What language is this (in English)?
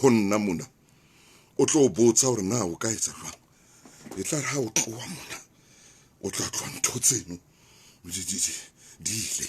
Southern Sotho